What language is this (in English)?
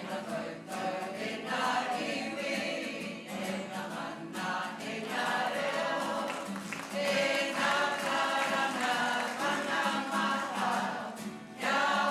Māori